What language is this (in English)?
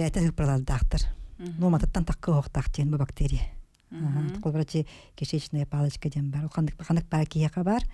Yakut